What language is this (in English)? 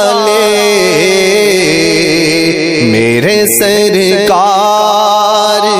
Urdu